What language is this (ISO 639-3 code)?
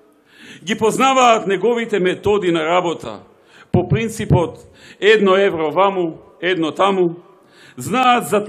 mkd